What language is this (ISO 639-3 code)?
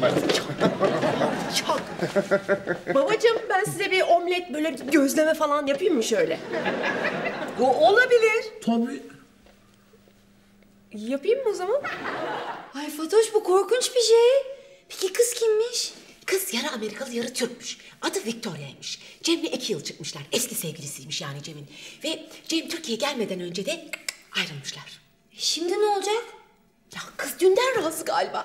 tur